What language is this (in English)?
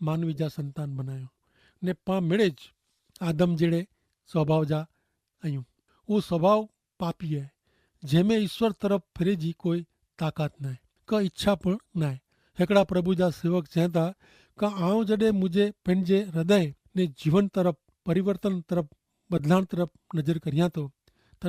Kachhi